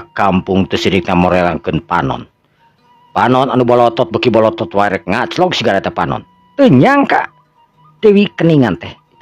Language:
Sundanese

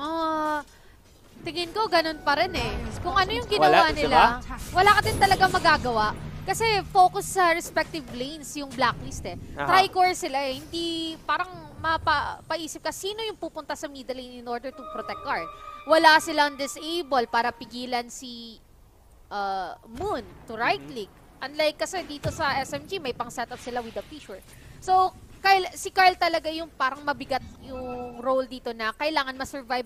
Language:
Filipino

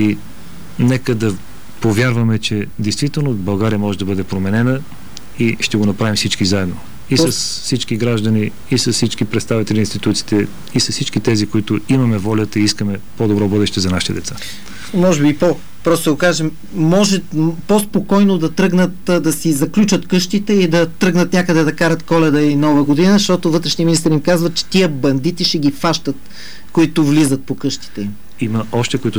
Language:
Bulgarian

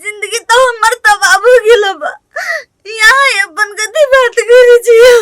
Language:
Maithili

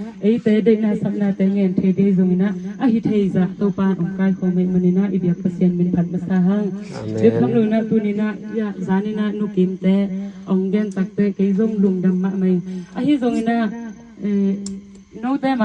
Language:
Tedim Chin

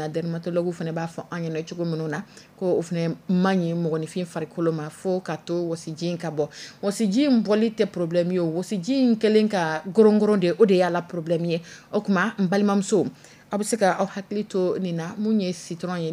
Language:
Dyula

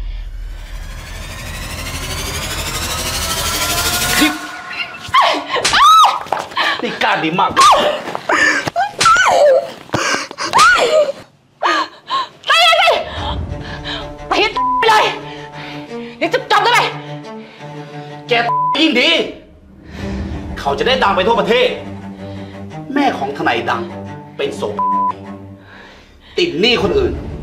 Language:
Thai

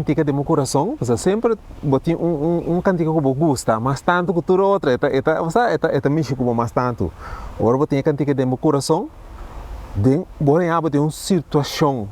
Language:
Papiamento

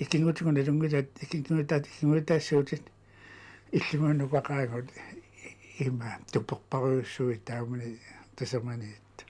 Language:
Kalaallisut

